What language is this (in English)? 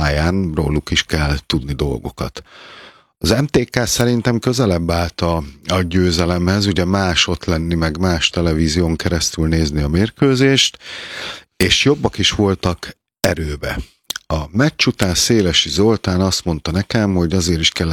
Hungarian